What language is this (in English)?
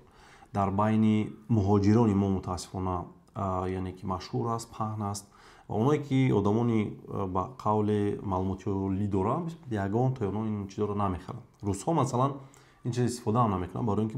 Tajik